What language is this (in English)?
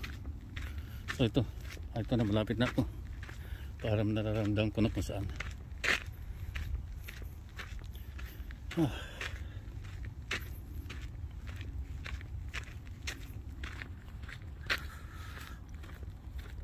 Filipino